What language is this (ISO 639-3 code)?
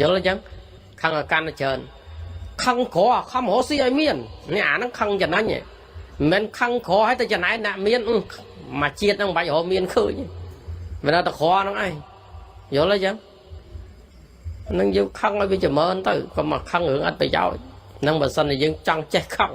khm